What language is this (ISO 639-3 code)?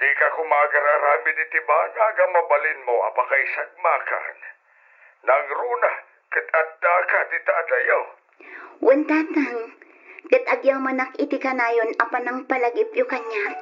ilo